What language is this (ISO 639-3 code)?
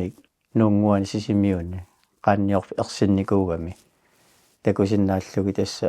kal